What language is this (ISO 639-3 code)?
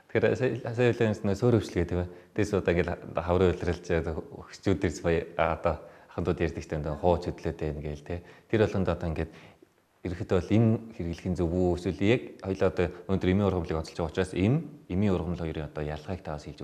mon